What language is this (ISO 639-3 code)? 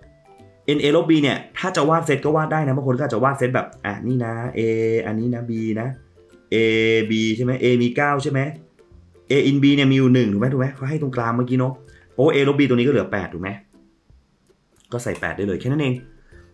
tha